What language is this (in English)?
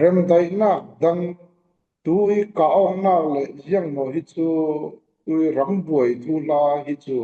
Falam Chin